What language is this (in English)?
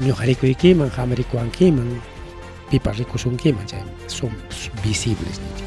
Ayacucho Quechua